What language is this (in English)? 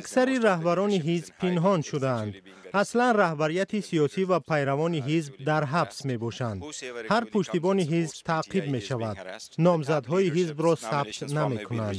Tajik